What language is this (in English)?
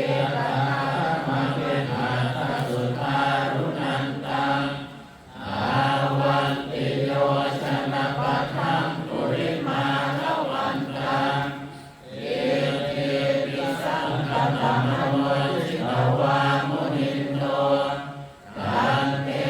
Pali